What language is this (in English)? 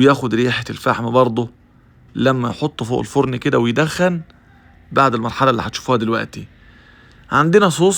Egyptian Arabic